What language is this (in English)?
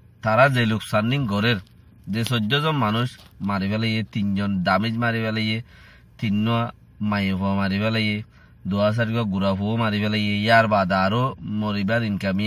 Rohingya